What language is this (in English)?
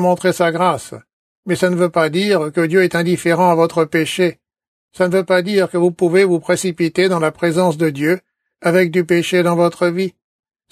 French